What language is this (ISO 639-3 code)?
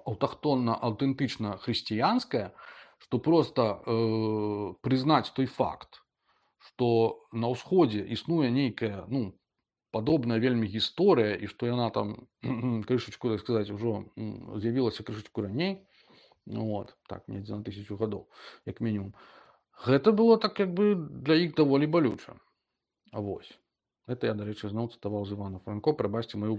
bel